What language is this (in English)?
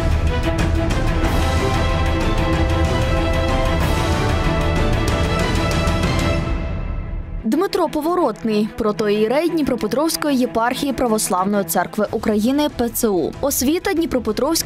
Ukrainian